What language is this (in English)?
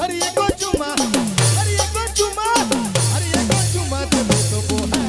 Sadri